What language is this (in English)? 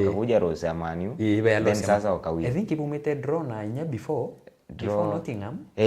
Meru